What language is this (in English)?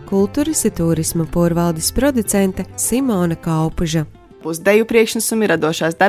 Latvian